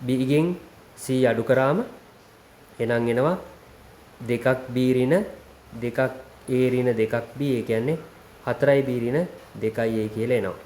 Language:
Sinhala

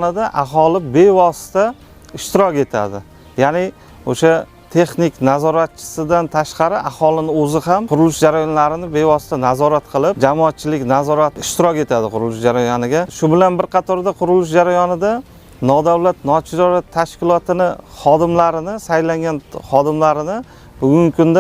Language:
Uzbek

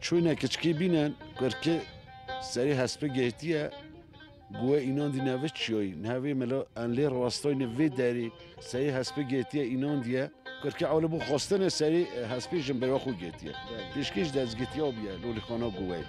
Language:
Kurdish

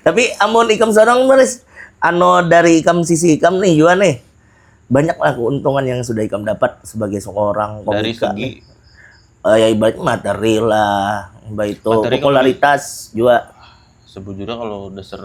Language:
Banjar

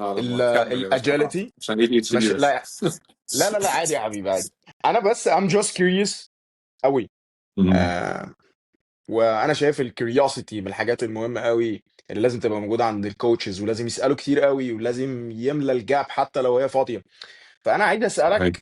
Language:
Egyptian Arabic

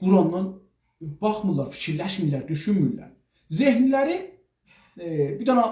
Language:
South Azerbaijani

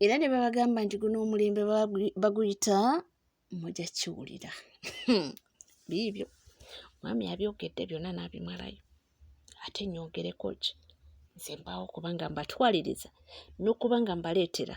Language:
Ganda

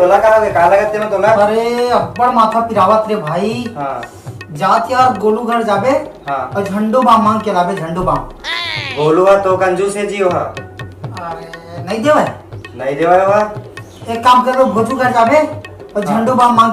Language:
Chhattisgarhi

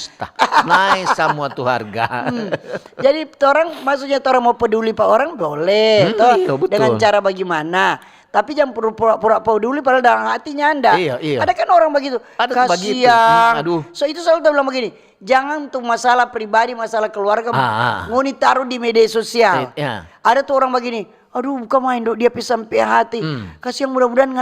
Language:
Manado Malay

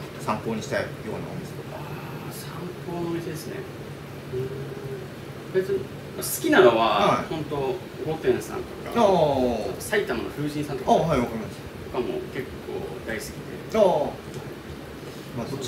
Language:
Japanese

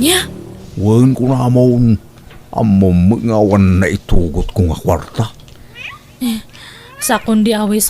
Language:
Iloko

